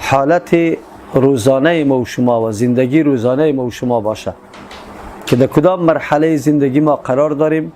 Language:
Persian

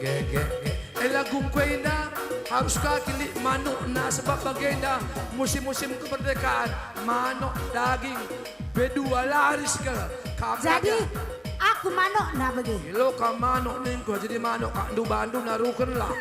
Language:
Batak Karo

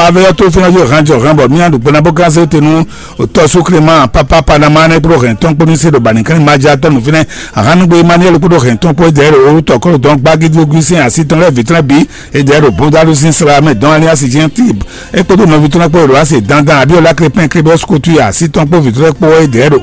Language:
Fon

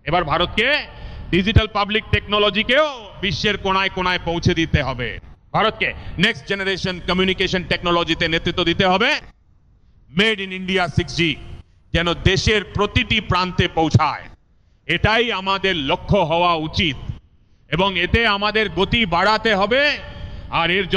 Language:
Bangla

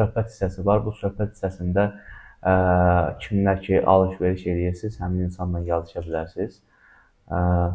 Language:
Azerbaijani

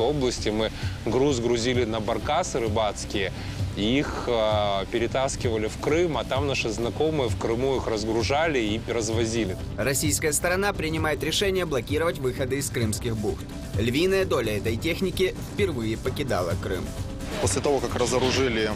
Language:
Russian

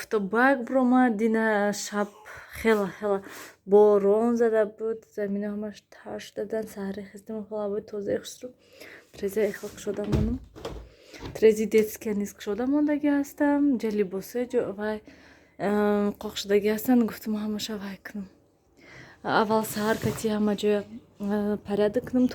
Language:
Tajik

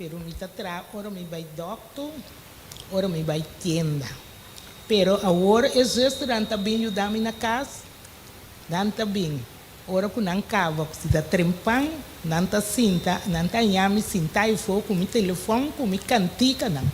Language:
Papiamento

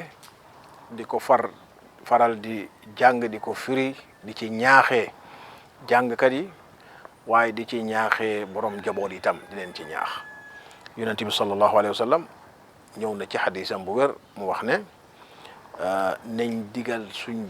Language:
Wolof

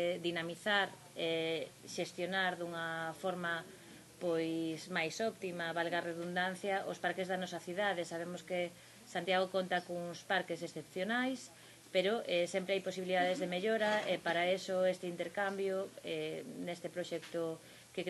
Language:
Galician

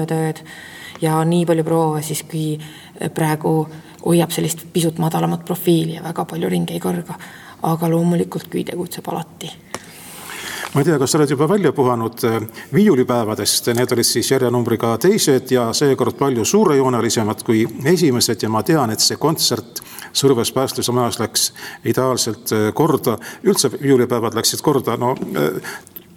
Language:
Estonian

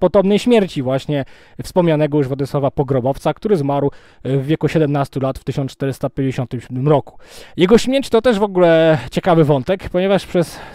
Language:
Polish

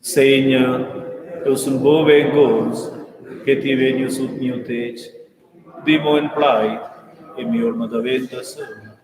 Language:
Romansh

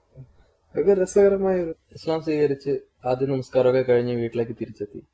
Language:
Malayalam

